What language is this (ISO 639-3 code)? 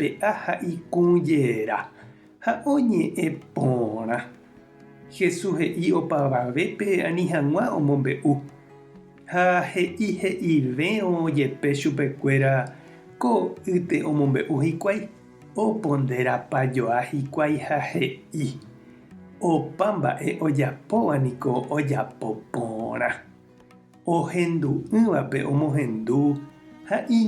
grn